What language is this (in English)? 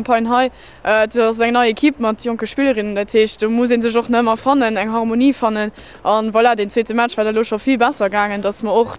Luxembourgish